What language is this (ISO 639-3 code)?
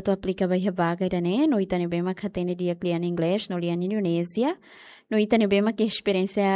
tet